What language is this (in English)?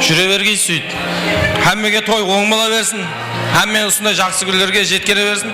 Kara-Kalpak